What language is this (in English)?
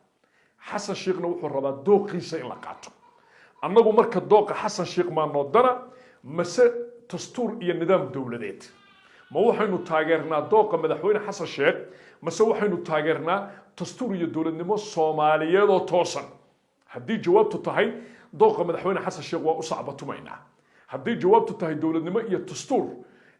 Somali